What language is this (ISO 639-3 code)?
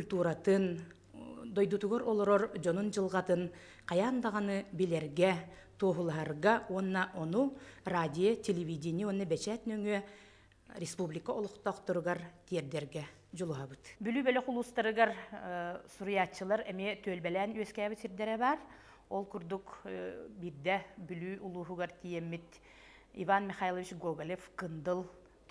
sah